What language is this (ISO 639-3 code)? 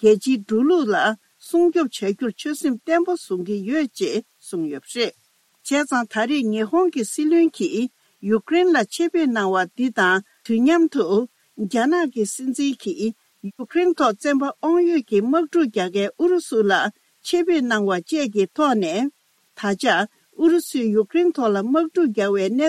bod